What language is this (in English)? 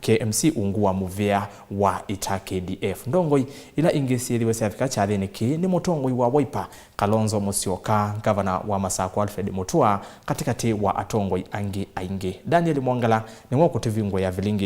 Kamba